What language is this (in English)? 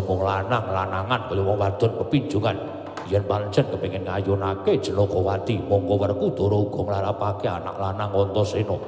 Javanese